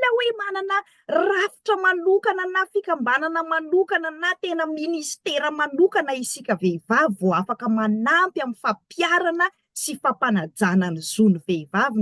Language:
Malagasy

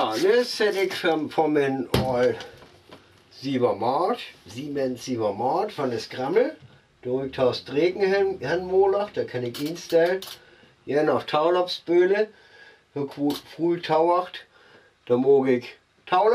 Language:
Northern Frisian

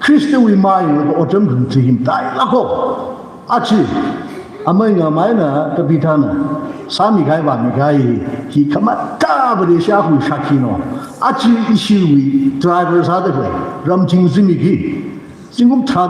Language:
Tangkhul Naga (India)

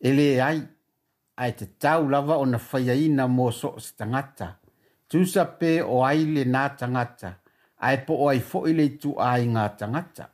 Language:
Samoan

